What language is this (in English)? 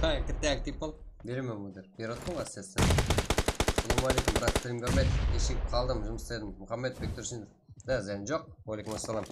Kara-Kalpak